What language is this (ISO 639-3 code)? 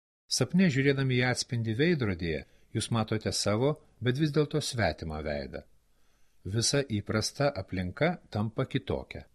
lit